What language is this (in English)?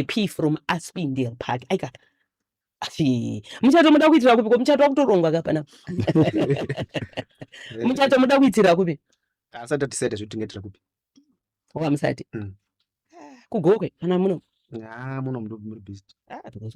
Shona